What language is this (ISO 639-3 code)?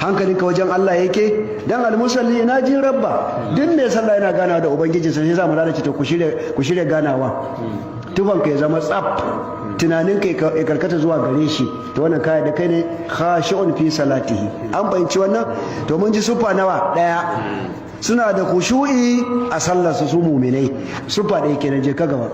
hau